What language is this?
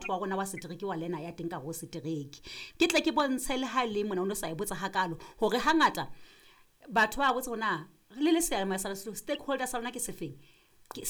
Southern Sotho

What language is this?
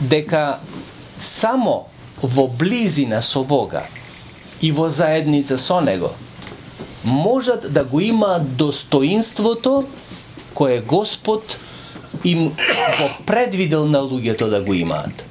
Macedonian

